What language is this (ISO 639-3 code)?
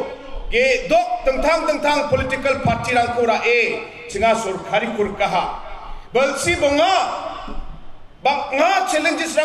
grt